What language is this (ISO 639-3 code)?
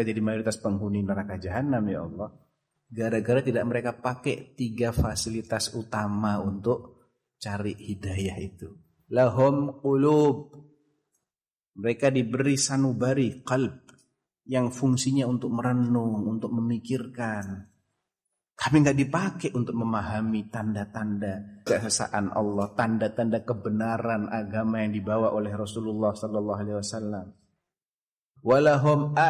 ind